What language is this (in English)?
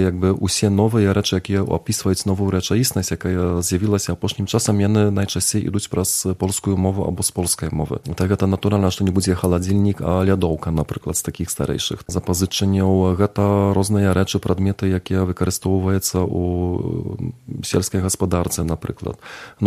Belarusian